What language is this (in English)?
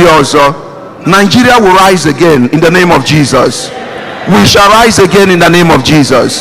Igbo